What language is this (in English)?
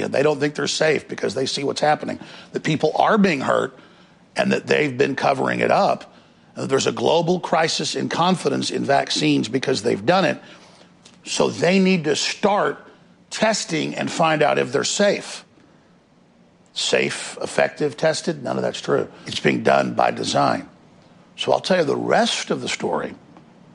English